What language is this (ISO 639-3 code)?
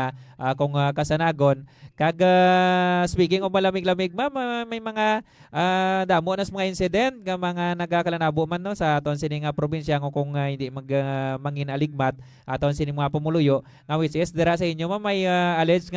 hil